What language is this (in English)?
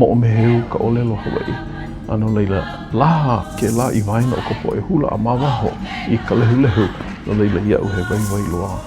Hawaiian